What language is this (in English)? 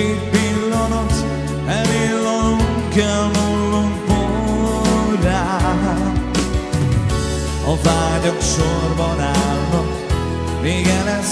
Hungarian